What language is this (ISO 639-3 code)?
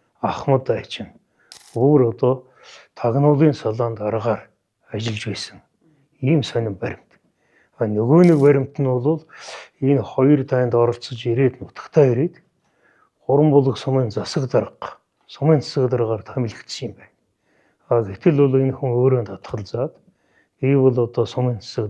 mon